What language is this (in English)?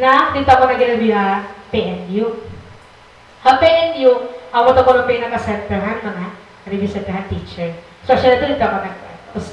Waray